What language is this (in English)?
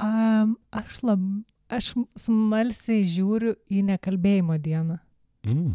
Lithuanian